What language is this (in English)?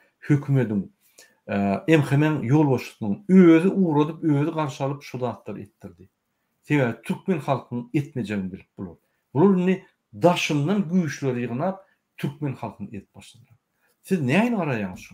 Turkmen